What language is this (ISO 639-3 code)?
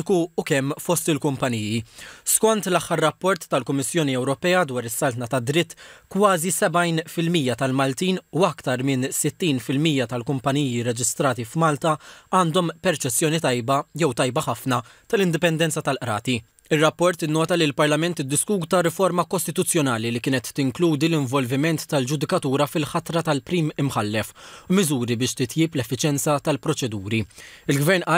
mlt